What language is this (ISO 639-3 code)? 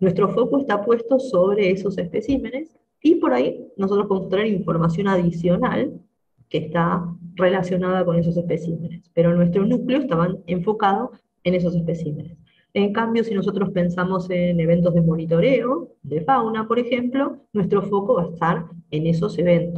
spa